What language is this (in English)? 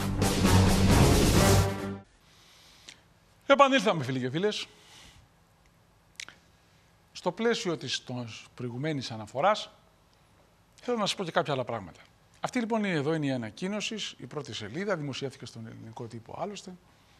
Greek